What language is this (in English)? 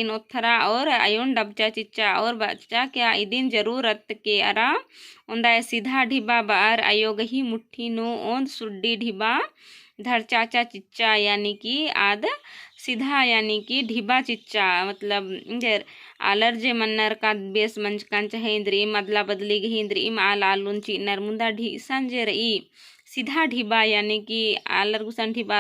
Kurukh